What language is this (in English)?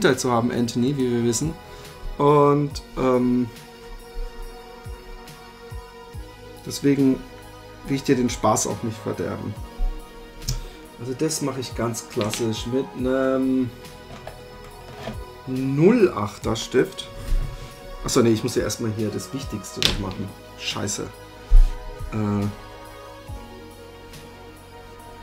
German